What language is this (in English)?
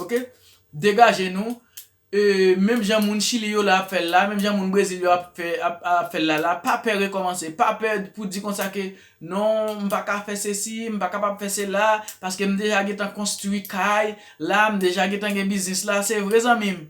Haitian Creole